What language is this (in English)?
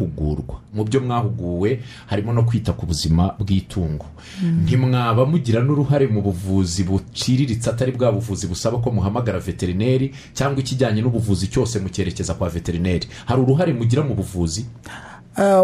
Kinyarwanda